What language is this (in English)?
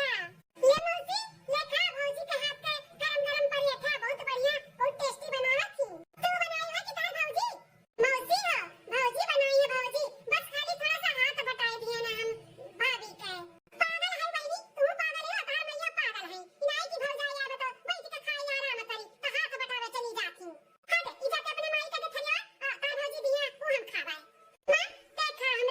Awadhi